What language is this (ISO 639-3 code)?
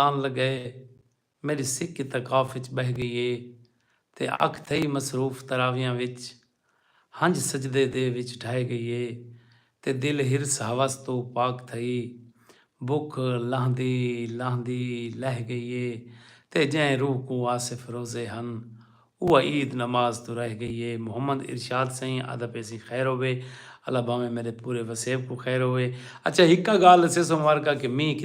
skr